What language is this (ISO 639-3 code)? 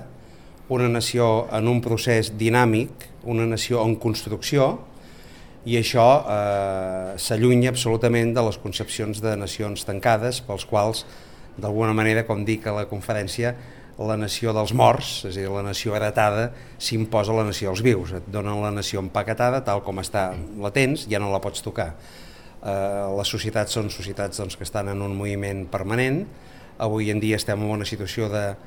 cat